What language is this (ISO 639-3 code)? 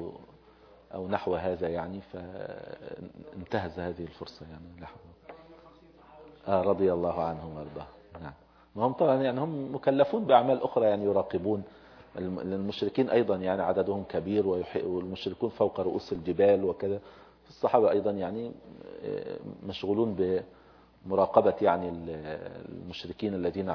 ara